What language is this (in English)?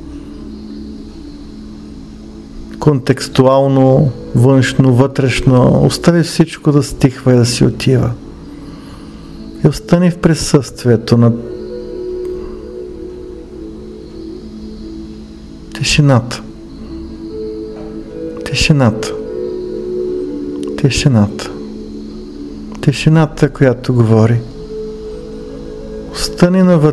Bulgarian